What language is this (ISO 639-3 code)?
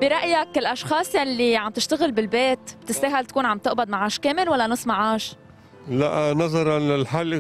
apc